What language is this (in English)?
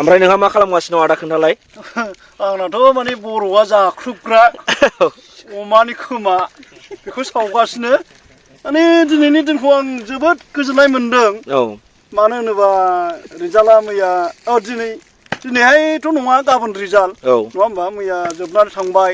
Bodo